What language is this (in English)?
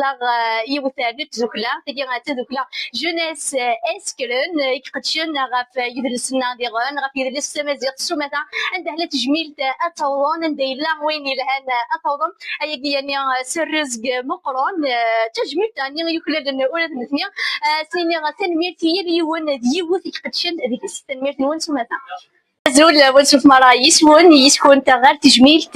Kabyle